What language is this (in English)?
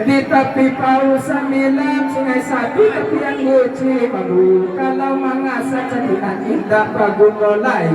Minangkabau